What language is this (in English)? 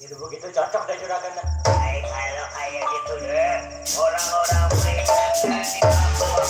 Betawi